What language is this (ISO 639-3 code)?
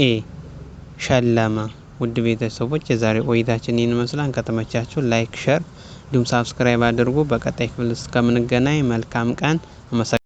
amh